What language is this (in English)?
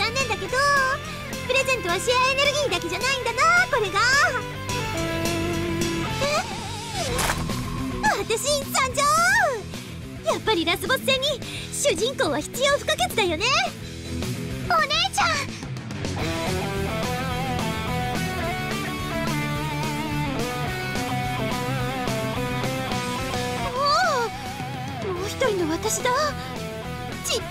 Japanese